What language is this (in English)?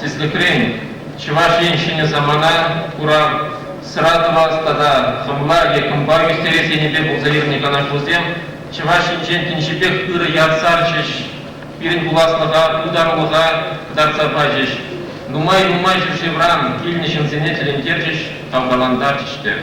Chuvash